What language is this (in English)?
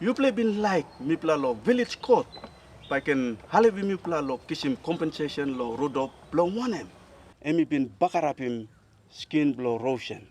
Tok Pisin